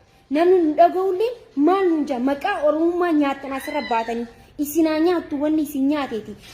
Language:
Oromo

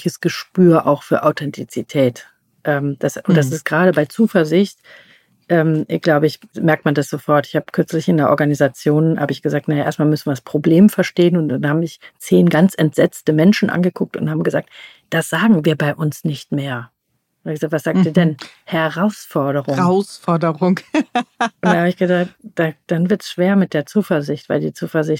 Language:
German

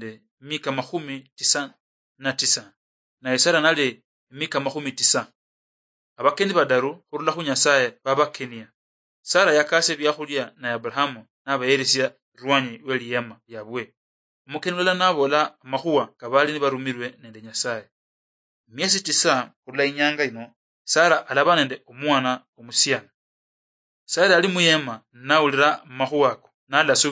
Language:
Luyia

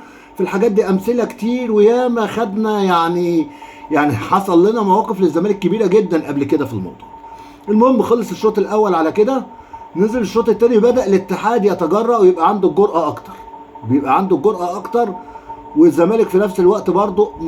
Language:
Egyptian Arabic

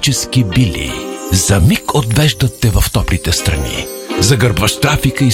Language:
Bulgarian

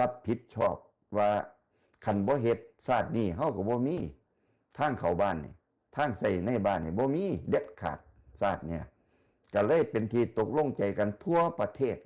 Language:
Northeastern Thai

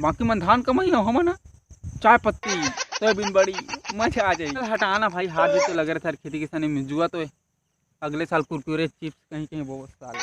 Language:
Chhattisgarhi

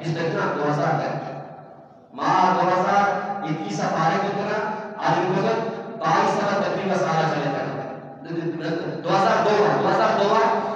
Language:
Eastern Balochi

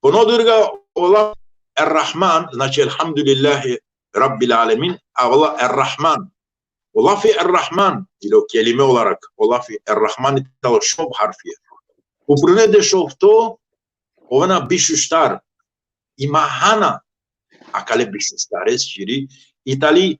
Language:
Balkan Romani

